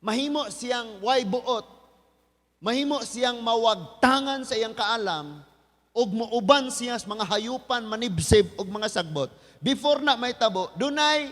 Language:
Cebuano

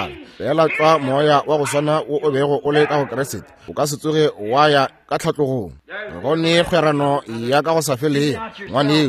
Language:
Northern Sotho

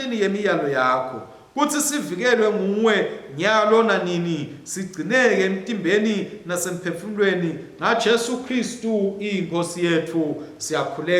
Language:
Swati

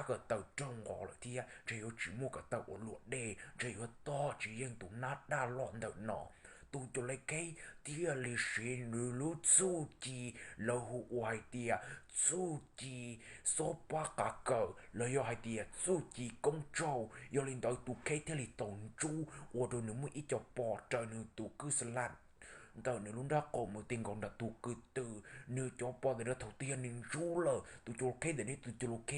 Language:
Hmong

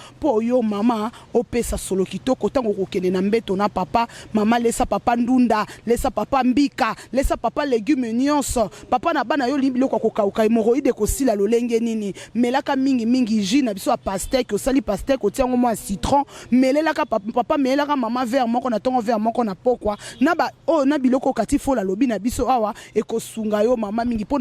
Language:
Lingala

